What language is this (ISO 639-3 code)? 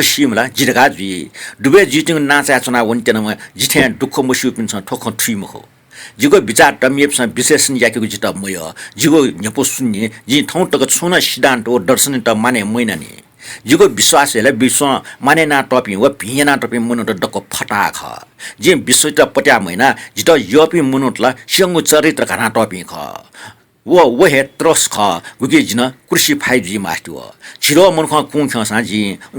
new